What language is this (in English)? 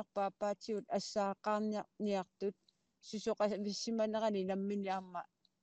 Kalaallisut